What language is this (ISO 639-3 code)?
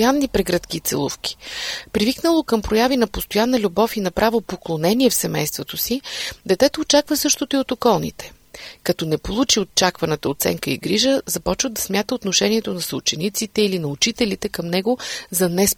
bul